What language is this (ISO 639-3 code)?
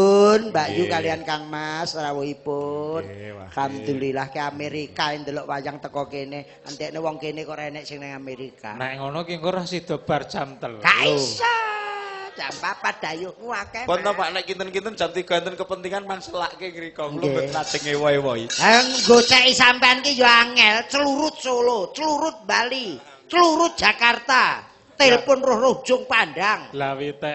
jav